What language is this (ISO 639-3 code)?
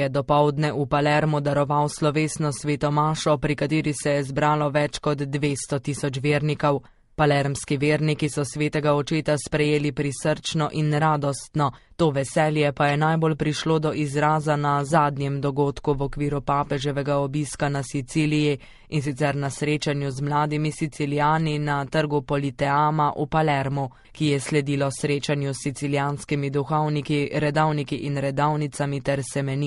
slv